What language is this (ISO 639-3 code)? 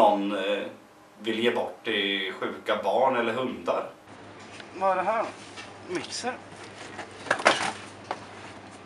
swe